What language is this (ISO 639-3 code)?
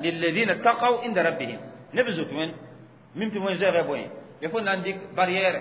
mos